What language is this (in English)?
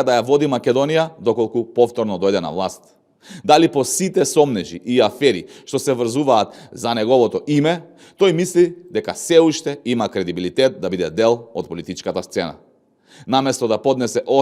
Macedonian